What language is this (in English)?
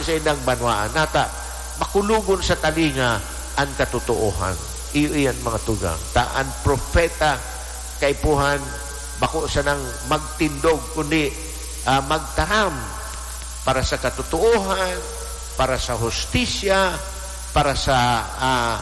Bikol